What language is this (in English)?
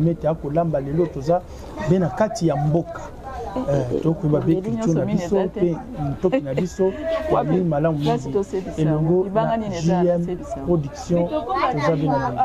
Lingala